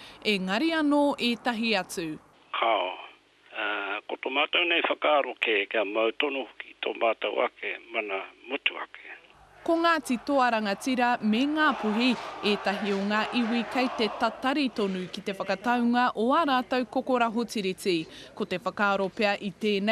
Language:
Māori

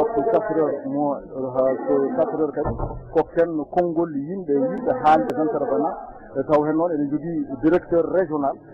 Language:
Fula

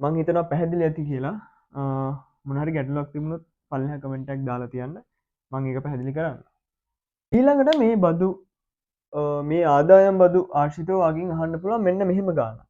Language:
Sinhala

